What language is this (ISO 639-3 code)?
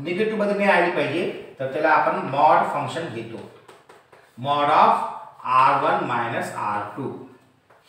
mar